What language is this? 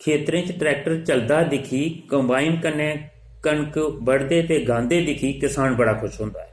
Dogri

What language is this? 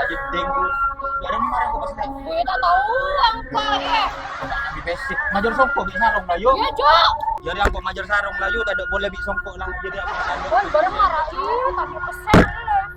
Madurese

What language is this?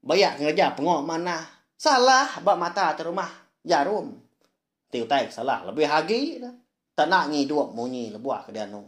Iban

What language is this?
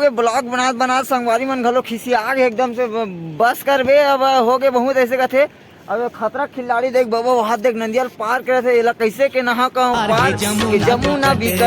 Chhattisgarhi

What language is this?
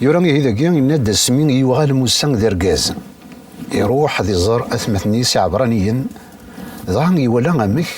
Kabyle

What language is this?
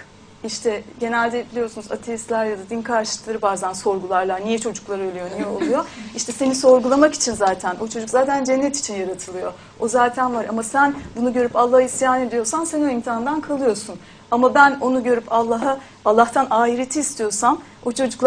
Turkish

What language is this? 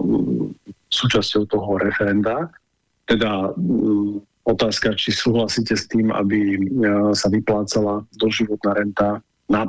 Slovak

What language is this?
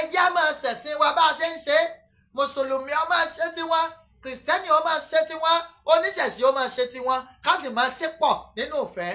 Yoruba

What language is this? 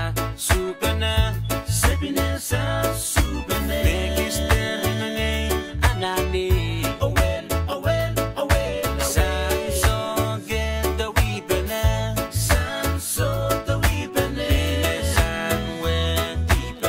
Pohnpeian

